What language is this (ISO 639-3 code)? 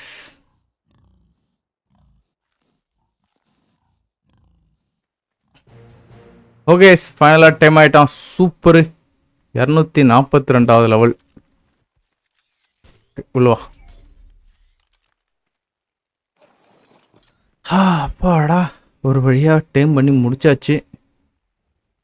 tam